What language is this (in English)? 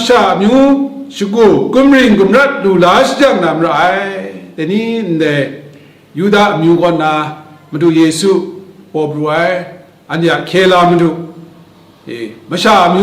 Kachin